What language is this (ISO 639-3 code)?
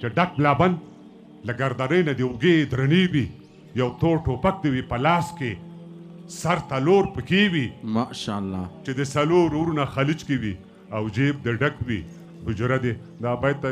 pus